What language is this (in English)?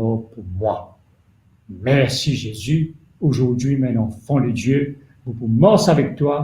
Morisyen